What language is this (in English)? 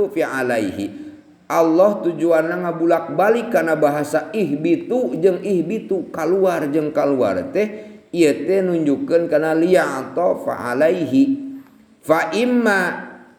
Sundanese